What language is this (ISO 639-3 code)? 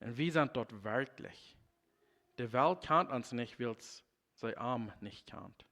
pdt